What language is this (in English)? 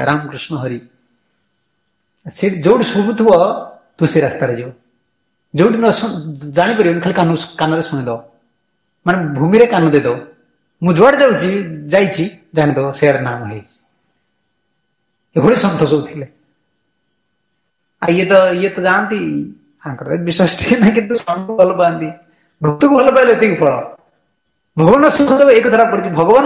Odia